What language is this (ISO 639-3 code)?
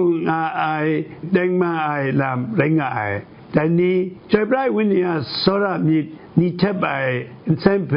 kac